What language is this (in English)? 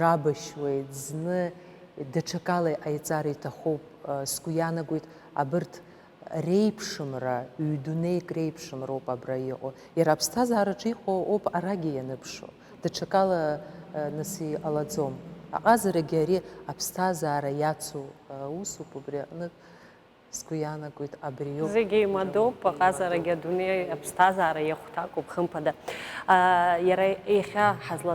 Abkhazian